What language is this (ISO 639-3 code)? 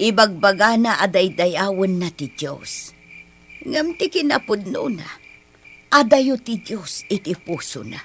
ilo